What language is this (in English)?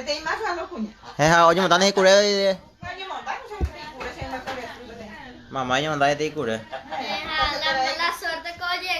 Guarani